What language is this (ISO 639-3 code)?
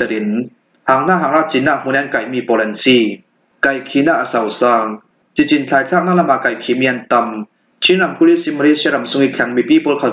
cfm